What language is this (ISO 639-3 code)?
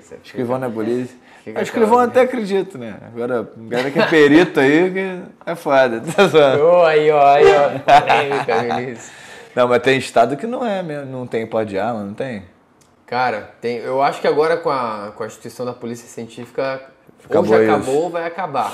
por